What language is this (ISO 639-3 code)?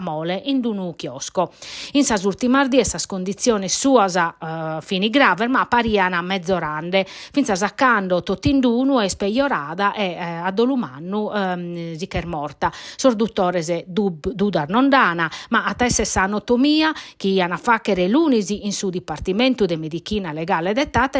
srd